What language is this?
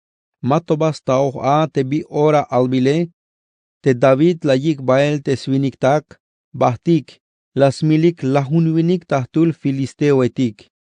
Tzeltal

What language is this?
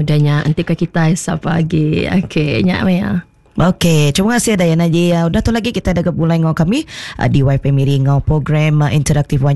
Iban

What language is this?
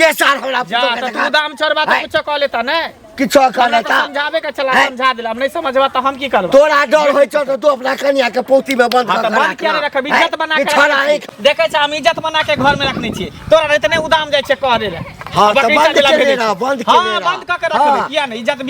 Maithili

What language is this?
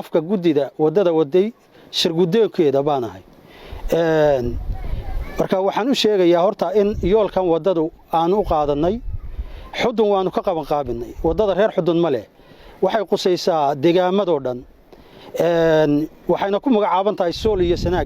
Somali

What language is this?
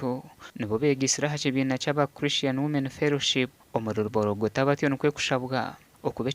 Nyankole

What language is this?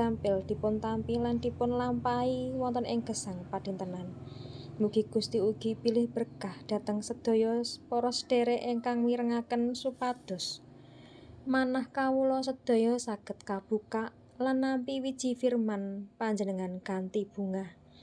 Javanese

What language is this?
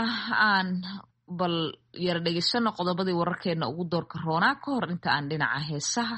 Somali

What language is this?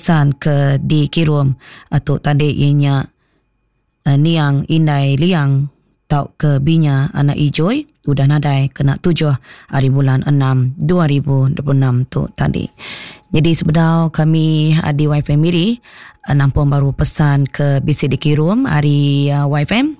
Iban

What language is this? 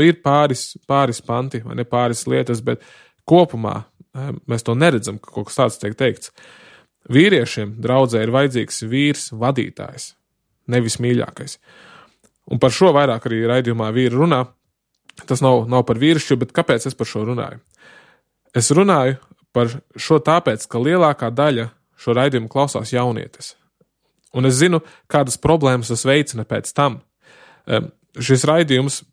Latvian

